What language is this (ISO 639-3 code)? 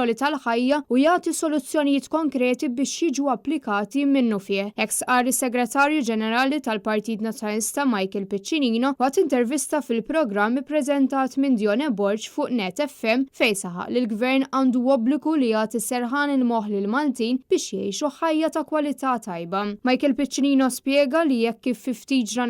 mlt